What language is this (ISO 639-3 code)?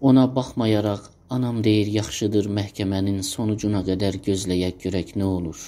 azb